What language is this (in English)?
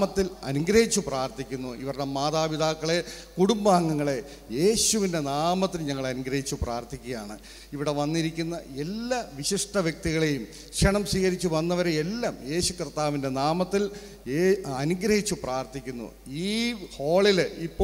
Malayalam